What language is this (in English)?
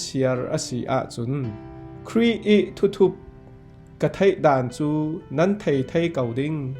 Falam Chin